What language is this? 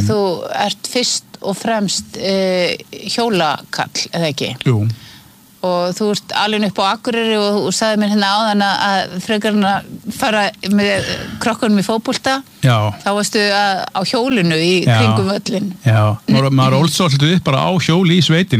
Icelandic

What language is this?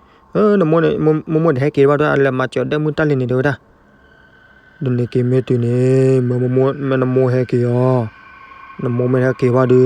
S'gaw Karen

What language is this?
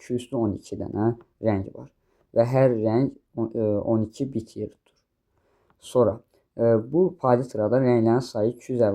Azerbaijani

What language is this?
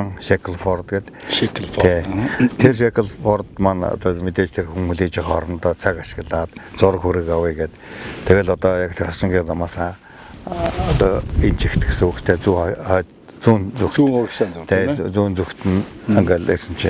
Mongolian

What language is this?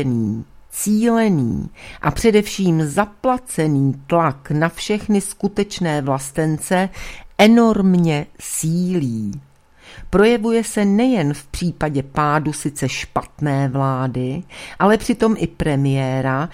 Czech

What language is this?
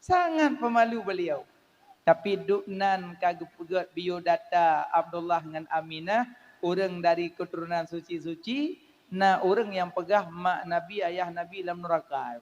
Achinese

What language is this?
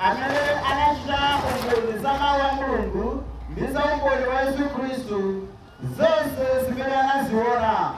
Nyanja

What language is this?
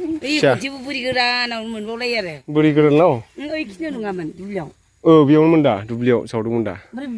Bodo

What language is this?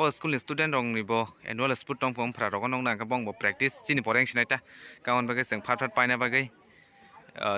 Kok Borok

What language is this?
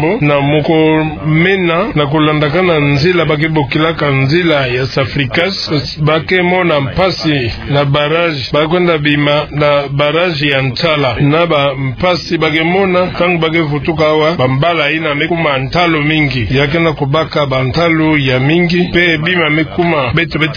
Kituba (Democratic Republic of Congo)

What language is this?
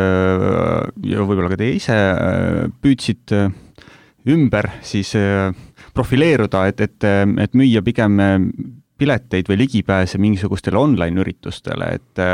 Estonian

